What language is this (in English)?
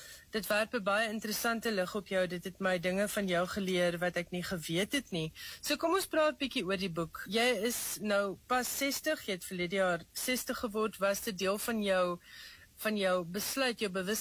Afrikaans